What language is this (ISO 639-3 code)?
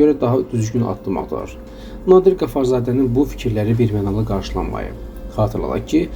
aze